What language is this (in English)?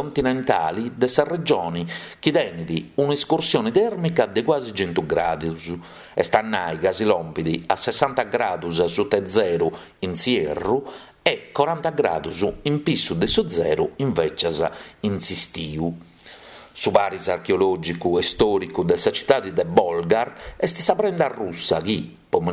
Sardinian